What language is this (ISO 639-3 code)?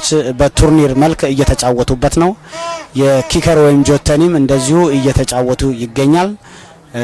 amh